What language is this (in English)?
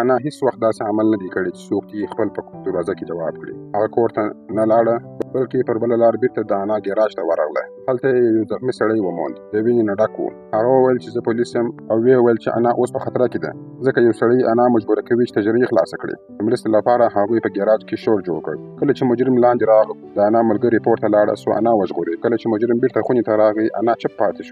Pashto